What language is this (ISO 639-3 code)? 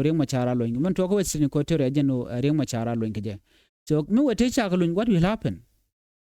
nus